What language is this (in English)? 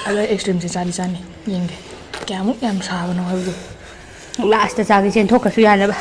Manipuri